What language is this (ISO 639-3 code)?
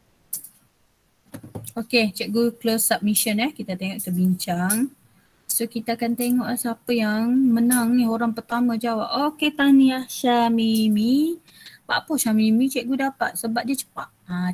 msa